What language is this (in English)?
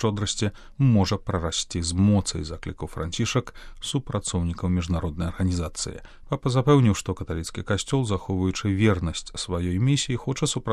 Belarusian